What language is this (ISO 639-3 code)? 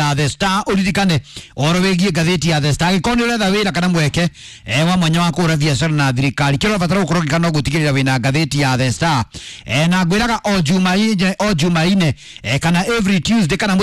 kik